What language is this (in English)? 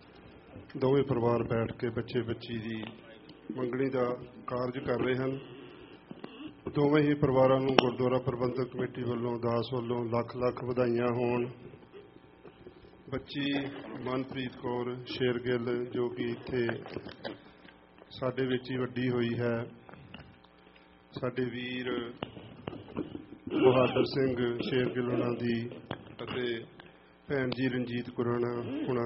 Punjabi